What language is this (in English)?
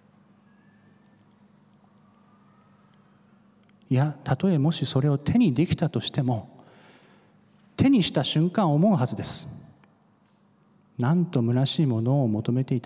Japanese